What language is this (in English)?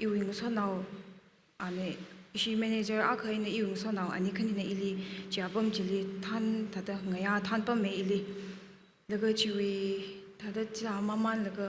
Tangkhul Naga (India)